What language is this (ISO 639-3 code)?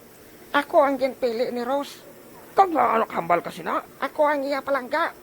hil